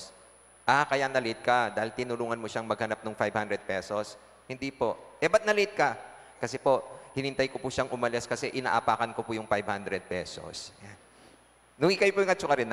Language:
Pampanga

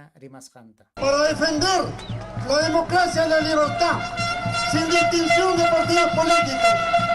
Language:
Ayacucho Quechua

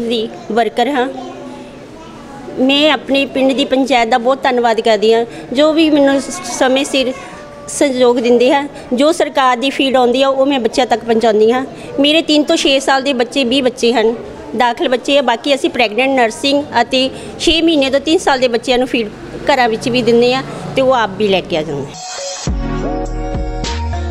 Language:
Punjabi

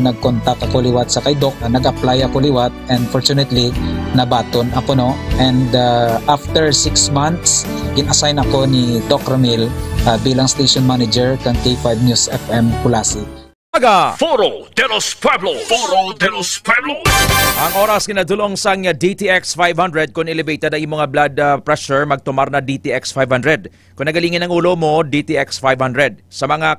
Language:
Hiligaynon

